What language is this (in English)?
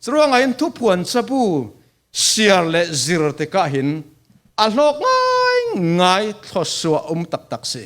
Falam Chin